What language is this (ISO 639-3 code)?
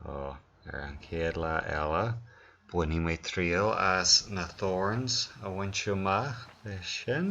gle